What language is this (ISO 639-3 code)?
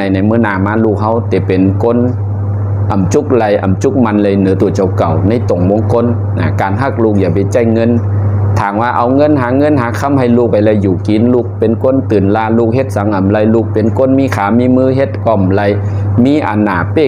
shn